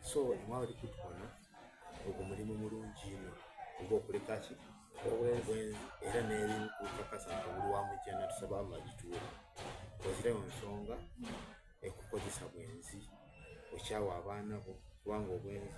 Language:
Soga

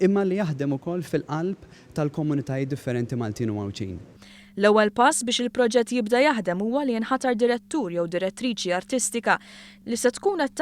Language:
Maltese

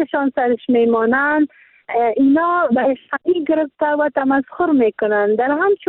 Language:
Persian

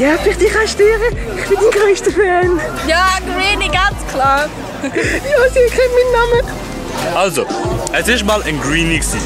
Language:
Swiss German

